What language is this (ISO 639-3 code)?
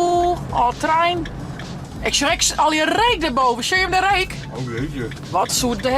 fry